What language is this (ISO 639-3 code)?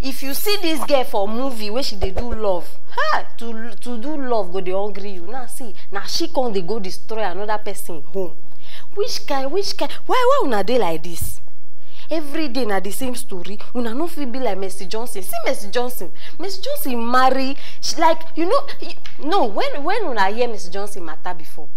pcm